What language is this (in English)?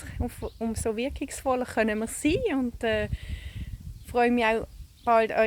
Swiss German